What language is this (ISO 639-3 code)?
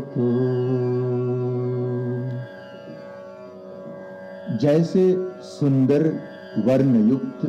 hin